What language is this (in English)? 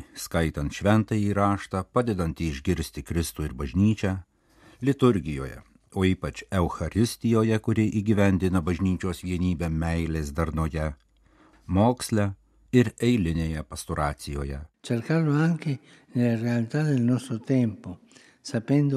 Lithuanian